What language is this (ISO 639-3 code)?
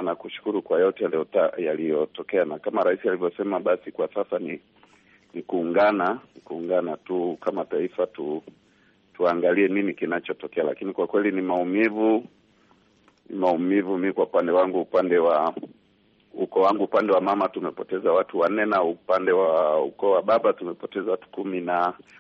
swa